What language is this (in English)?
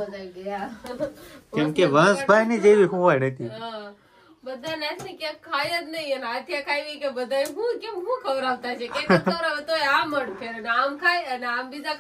Gujarati